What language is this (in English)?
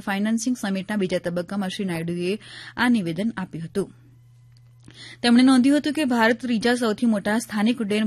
Gujarati